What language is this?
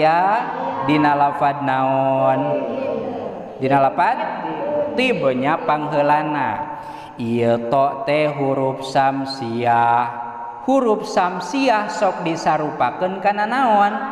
Sundanese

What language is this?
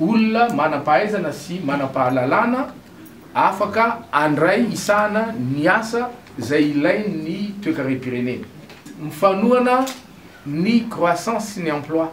Malagasy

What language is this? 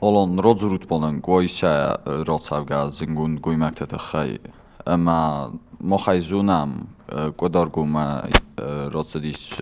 Ossetic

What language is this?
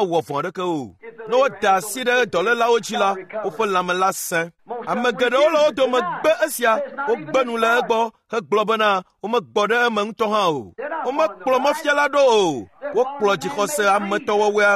Ewe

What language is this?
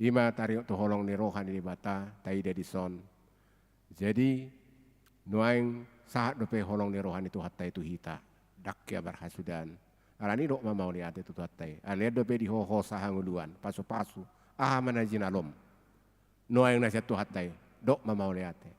Batak Toba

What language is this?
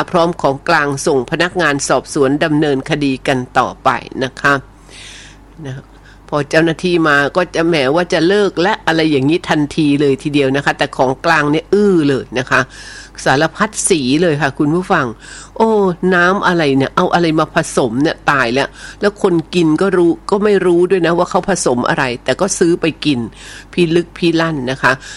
Thai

